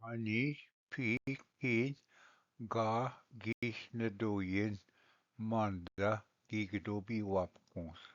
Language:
Ojibwa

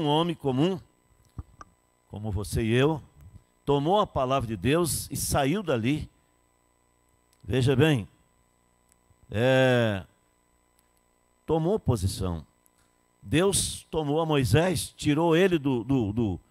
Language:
Portuguese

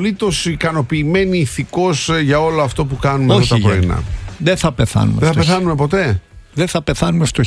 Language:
Greek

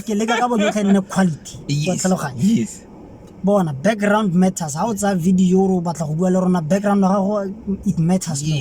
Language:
Tswana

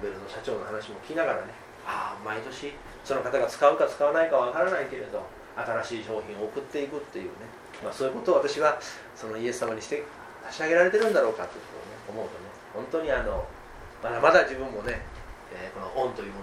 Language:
Japanese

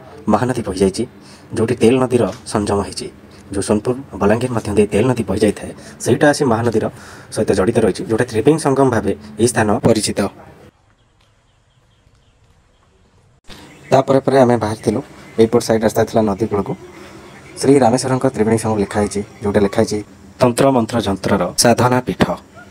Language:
Odia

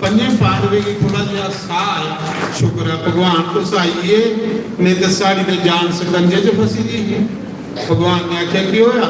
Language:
Dogri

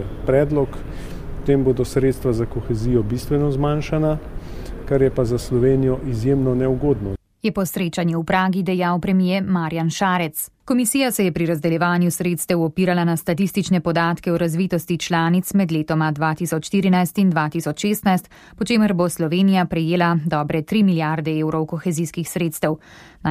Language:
Slovenian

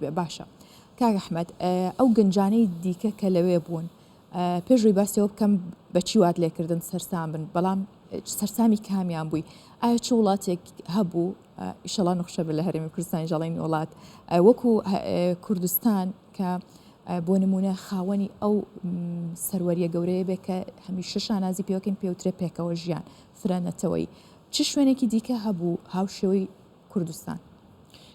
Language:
Central Kurdish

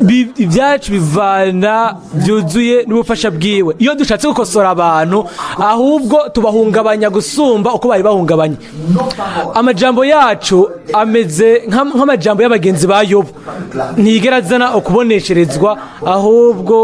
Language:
Rundi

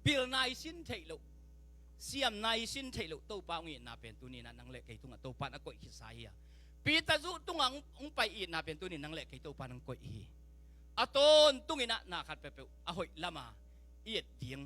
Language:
Tedim Chin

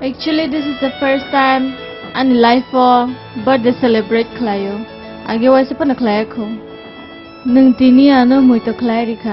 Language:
Kok Borok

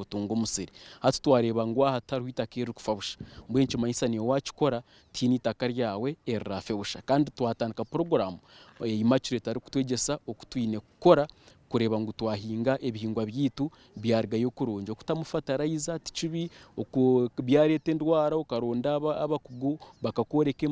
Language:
Nyankole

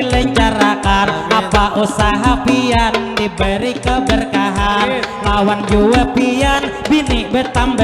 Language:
Banjar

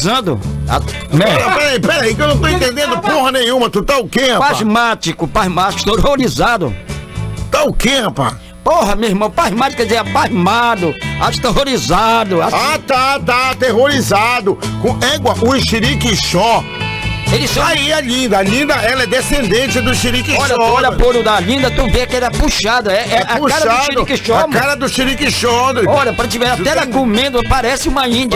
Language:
Portuguese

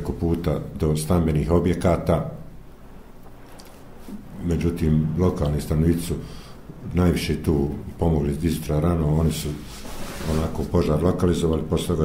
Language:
Bosnian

